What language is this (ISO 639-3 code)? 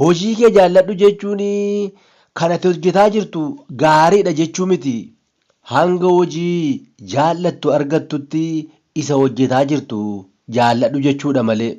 orm